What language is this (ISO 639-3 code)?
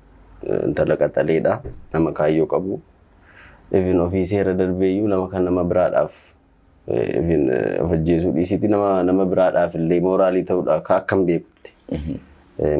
orm